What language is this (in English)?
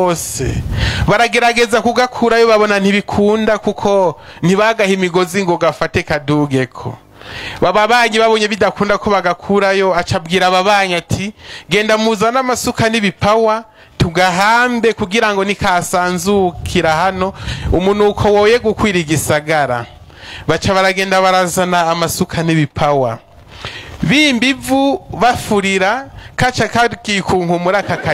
Rundi